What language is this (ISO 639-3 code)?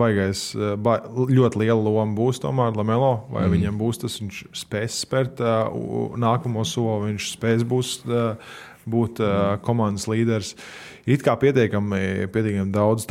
lav